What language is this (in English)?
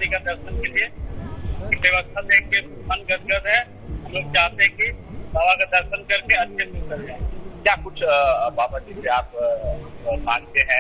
Hindi